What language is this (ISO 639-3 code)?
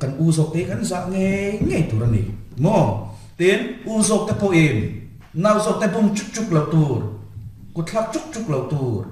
lus